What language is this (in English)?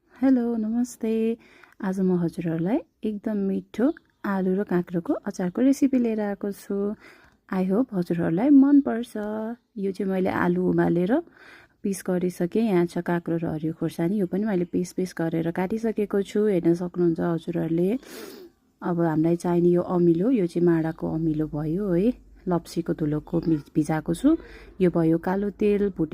Nepali